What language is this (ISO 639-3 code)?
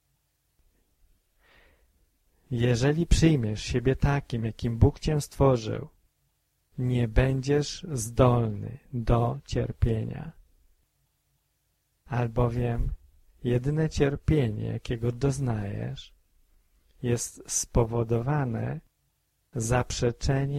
pol